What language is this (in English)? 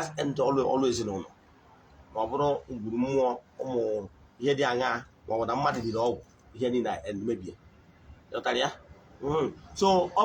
Igbo